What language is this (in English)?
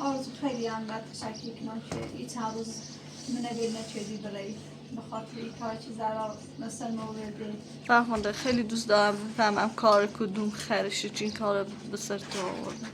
Persian